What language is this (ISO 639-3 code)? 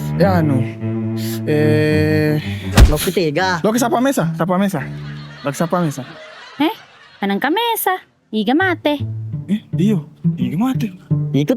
bug